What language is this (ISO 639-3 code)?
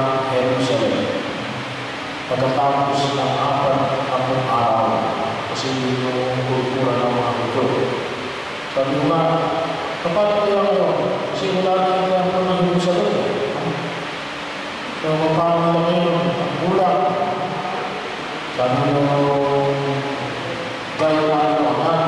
fil